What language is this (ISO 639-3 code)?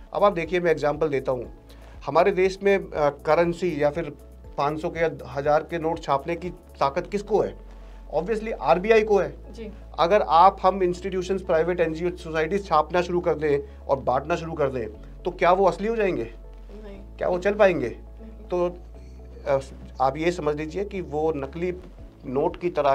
hin